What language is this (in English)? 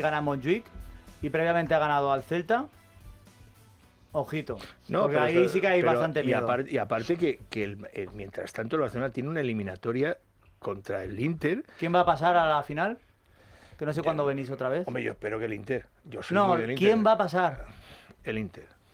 Spanish